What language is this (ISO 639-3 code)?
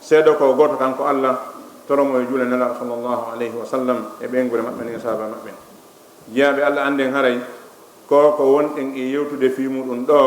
ful